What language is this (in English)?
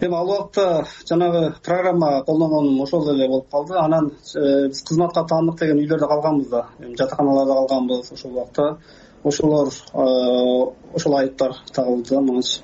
Kyrgyz